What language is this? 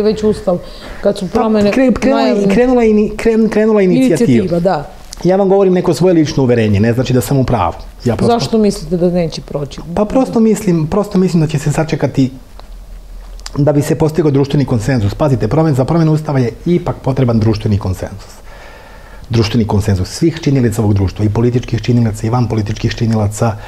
Serbian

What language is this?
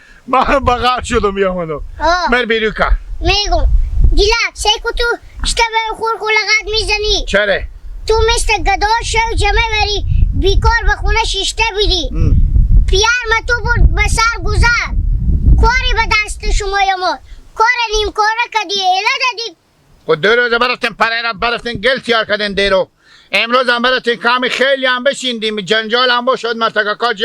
Hazaragi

